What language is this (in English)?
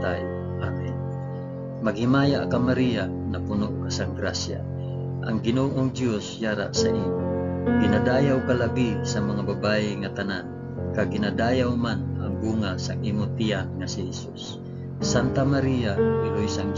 Hiligaynon